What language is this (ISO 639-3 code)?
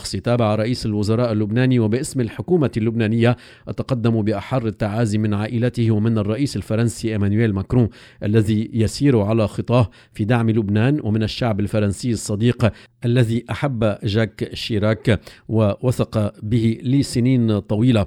ara